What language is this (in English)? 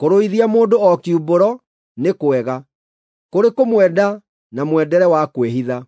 Kikuyu